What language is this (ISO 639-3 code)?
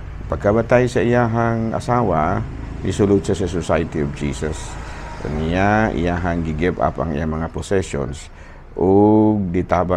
ceb